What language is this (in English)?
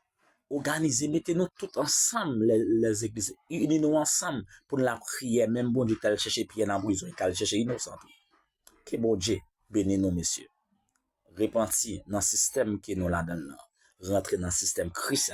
Haitian Creole